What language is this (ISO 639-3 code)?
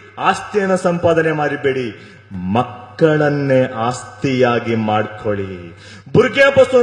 kok